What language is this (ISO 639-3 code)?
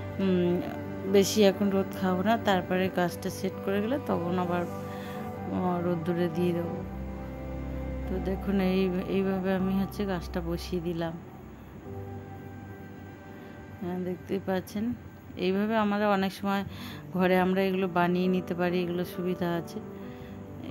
ben